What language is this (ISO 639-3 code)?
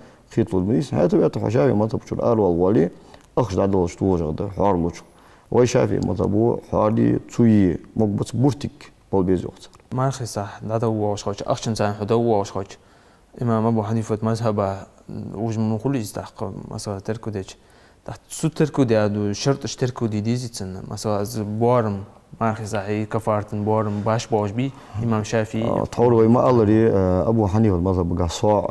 inh